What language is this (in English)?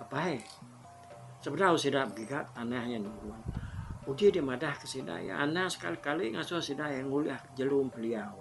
Iban